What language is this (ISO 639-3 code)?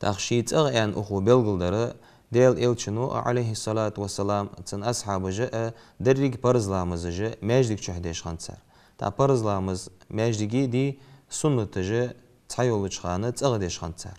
inh